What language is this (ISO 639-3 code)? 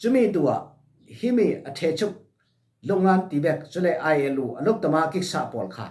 cfm